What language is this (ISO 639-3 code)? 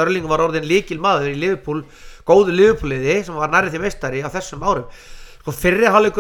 isl